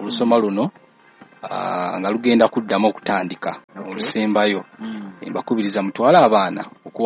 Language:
Ganda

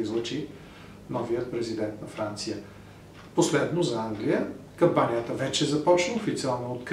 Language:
Bulgarian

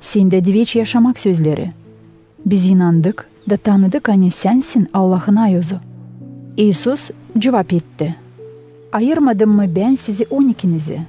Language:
Gagauz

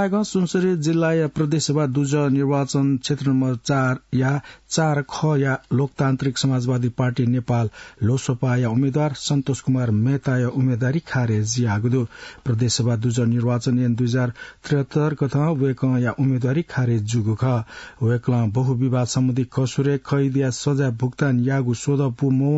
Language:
Newari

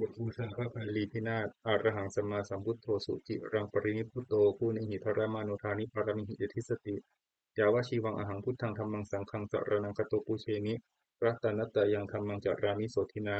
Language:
Pali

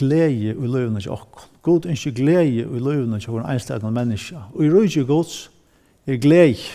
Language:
Faroese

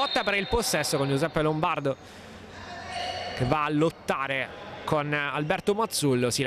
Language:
Italian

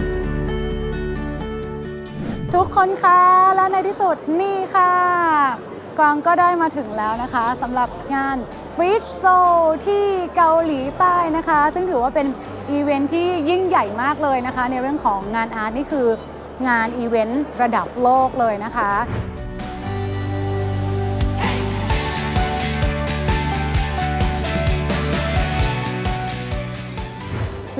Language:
Thai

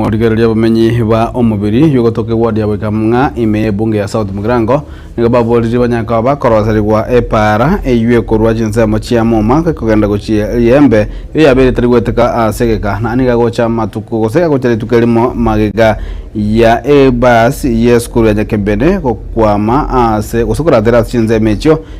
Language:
Gusii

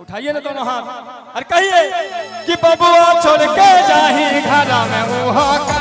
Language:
Magahi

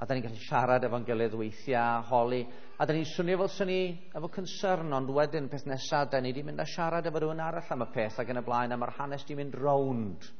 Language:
Welsh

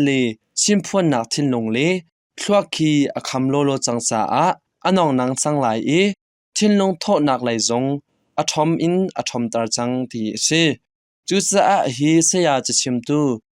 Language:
Hakha Chin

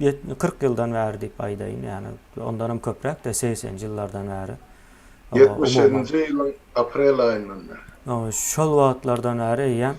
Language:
Turkmen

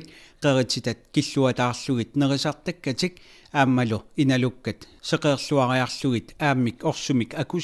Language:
Kalaallisut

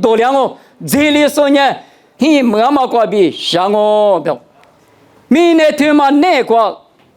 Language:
Lisu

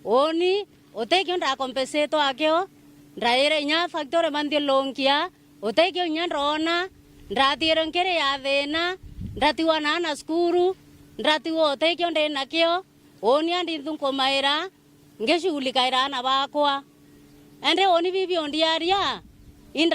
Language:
Meru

